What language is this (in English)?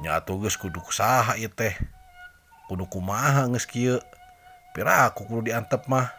Sundanese